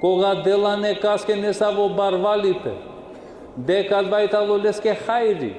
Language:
Balkan Romani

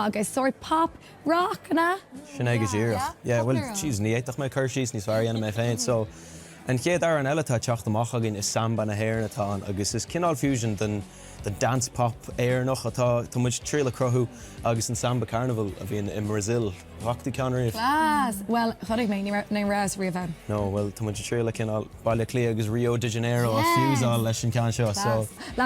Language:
Irish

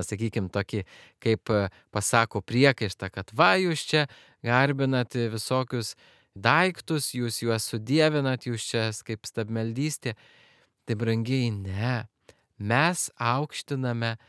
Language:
Lithuanian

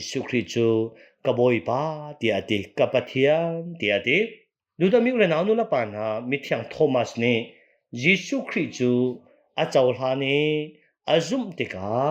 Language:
Hakha Chin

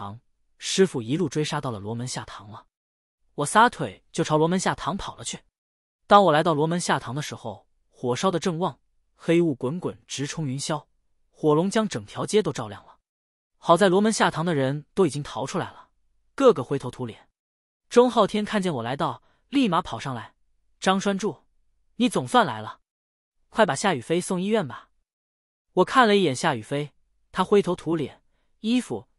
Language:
Chinese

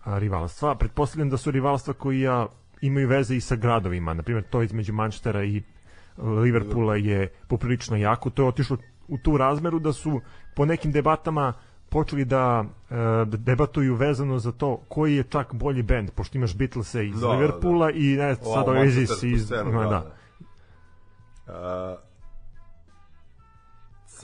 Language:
Serbian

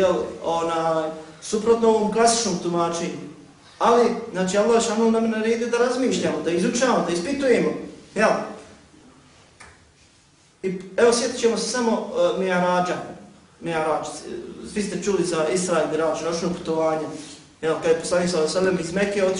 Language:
Bosnian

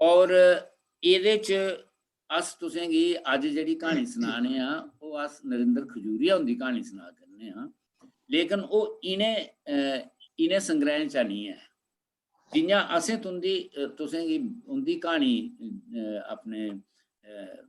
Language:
Dogri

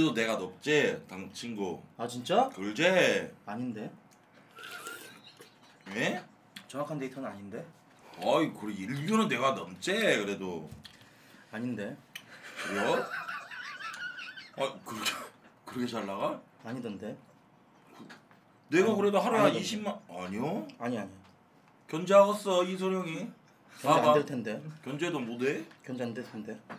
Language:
Korean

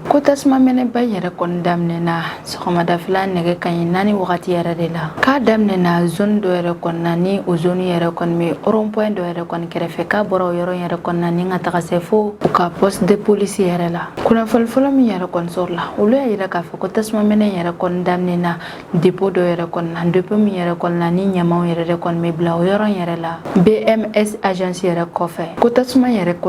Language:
Bambara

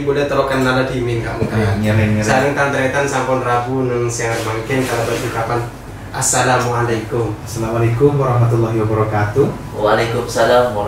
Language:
Madurese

